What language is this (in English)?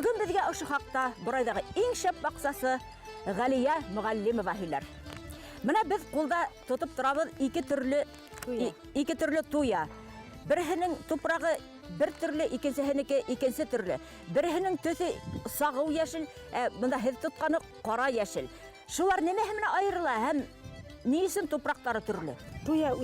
Bashkir